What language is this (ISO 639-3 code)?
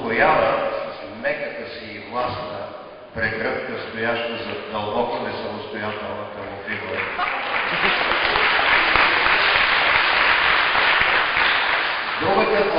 bul